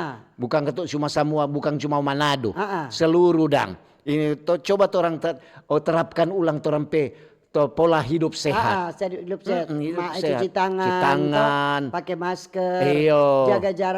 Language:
Manado Malay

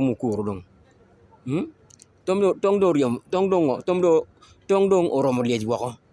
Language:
Acoli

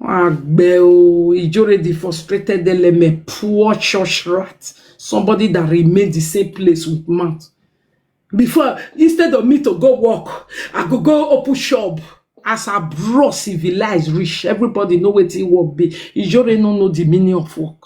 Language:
Nigerian Pidgin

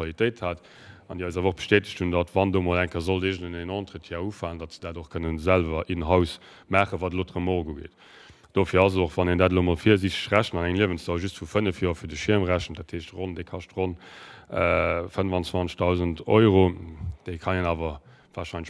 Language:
Luxembourgish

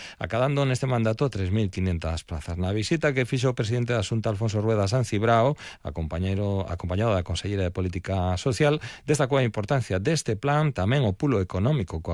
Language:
Galician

